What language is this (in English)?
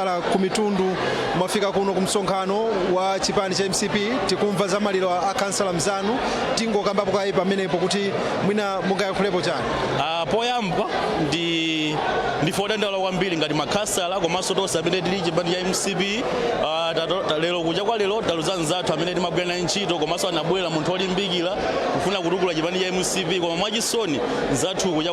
Nyanja